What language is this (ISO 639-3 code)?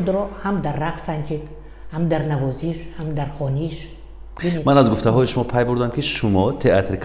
tgk